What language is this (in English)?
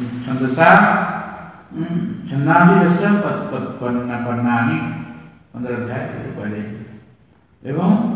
Odia